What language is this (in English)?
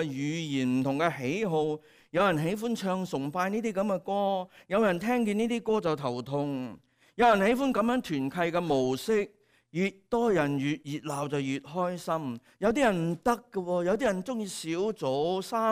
Cantonese